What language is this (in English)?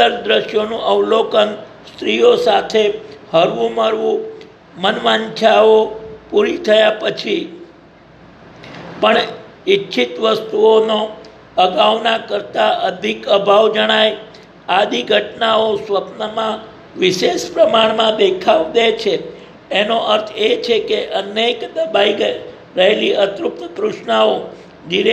Gujarati